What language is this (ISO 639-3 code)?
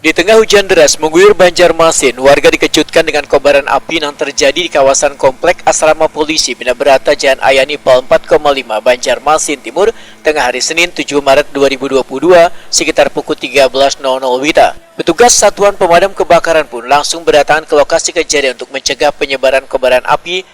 bjn